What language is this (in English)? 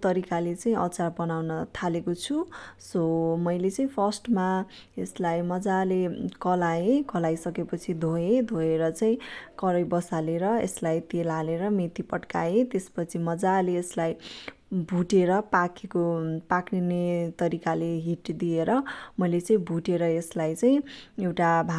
Nepali